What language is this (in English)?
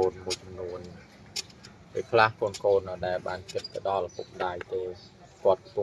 Khmer